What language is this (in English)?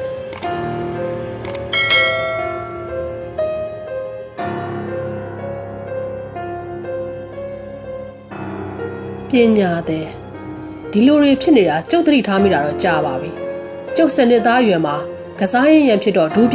Burmese